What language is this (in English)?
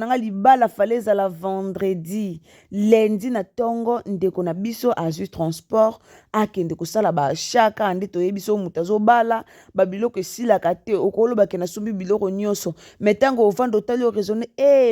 Lingala